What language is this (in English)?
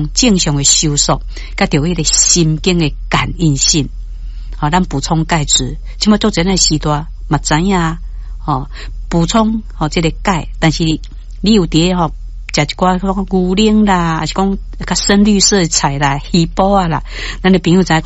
Min Nan Chinese